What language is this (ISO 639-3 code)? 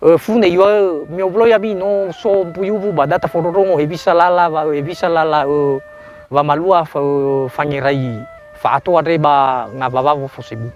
nia